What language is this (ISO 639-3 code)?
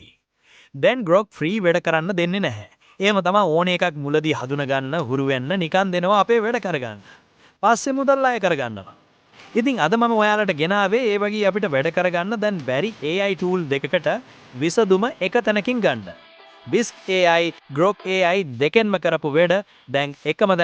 sin